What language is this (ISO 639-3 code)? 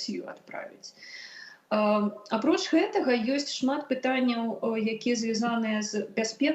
bel